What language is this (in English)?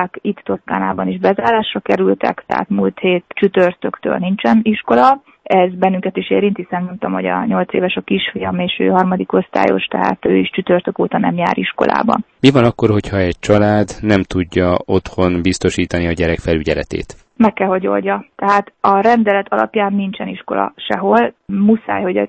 Hungarian